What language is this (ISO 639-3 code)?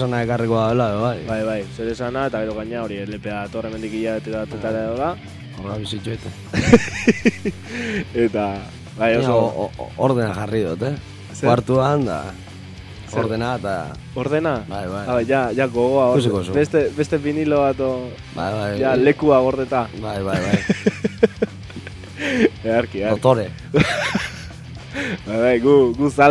eus